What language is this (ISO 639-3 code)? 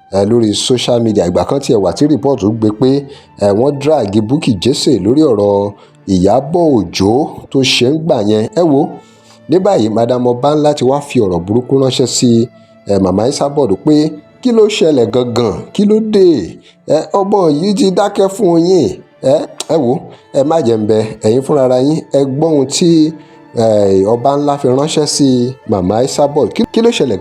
yor